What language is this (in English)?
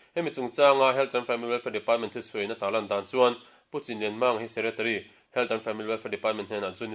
Mizo